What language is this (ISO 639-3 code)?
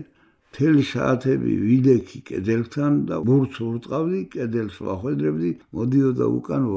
kat